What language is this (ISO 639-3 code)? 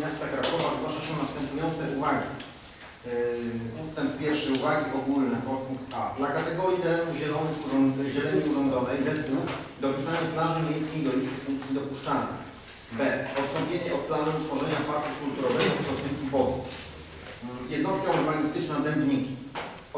pol